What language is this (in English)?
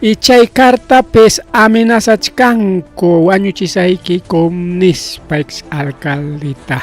Ayacucho Quechua